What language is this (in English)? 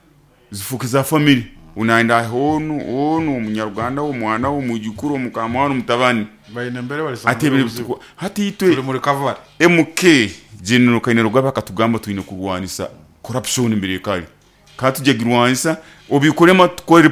Nyoro